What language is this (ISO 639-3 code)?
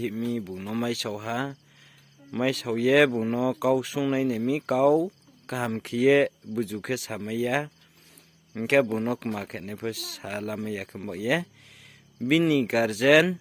ria